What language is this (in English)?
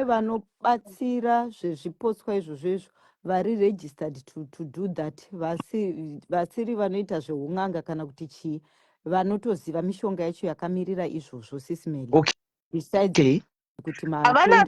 Shona